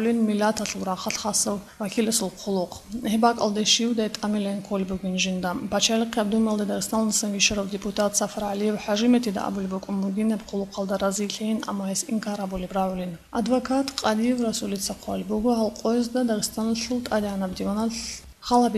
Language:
Avaric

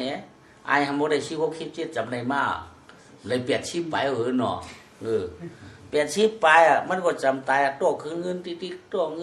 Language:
Shan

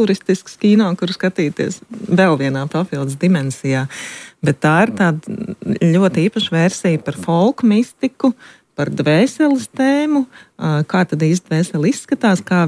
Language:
Latvian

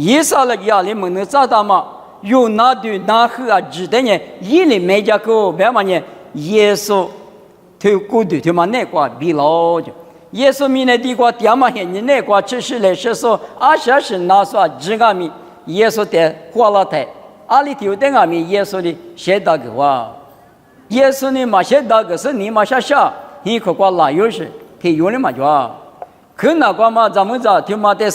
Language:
Lisu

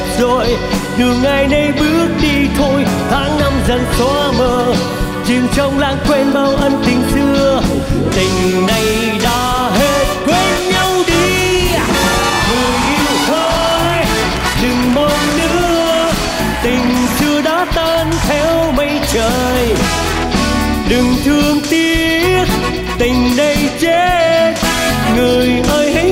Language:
Vietnamese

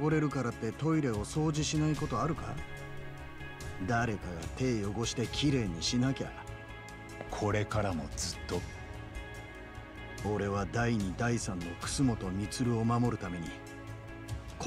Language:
Japanese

